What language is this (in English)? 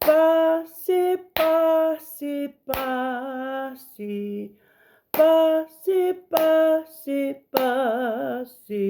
Tongan